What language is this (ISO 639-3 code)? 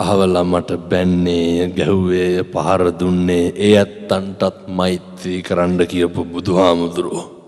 sin